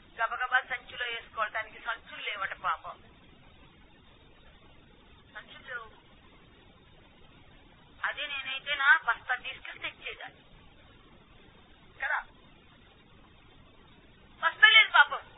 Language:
Telugu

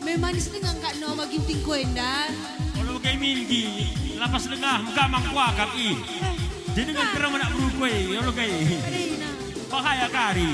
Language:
Batak Karo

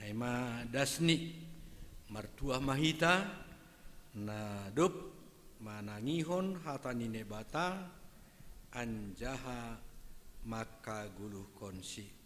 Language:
Batak Simalungun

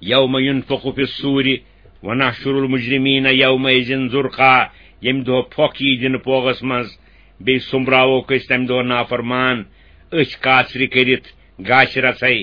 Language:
Kashmiri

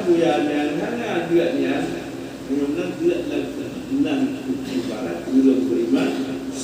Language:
Achinese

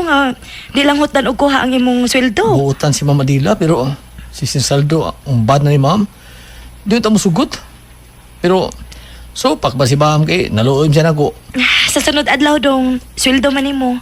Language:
Cebuano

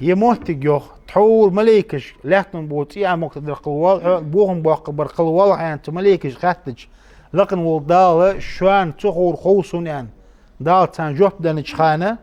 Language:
Ingush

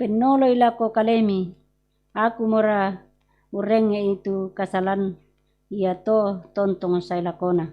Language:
Toraja-Sa'dan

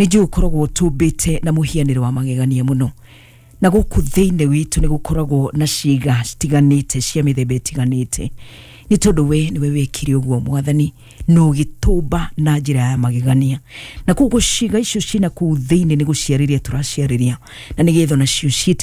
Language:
Kikuyu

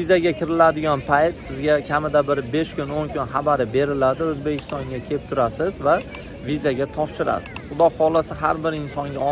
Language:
Uzbek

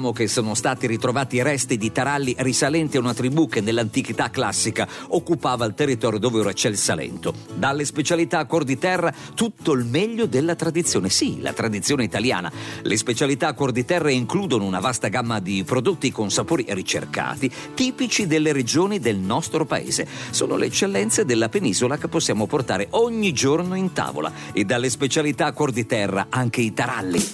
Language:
Italian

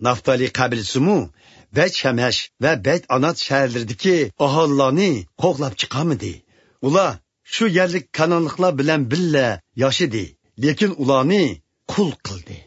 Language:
Uyghur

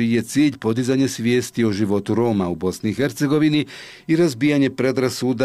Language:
Bosnian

